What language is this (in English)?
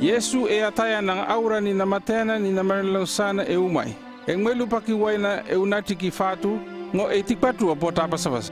North Efate